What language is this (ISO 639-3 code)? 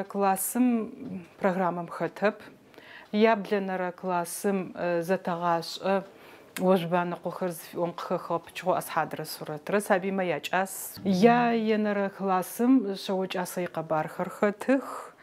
ady